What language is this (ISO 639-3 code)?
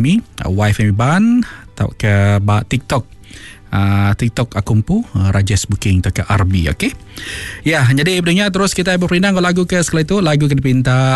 iba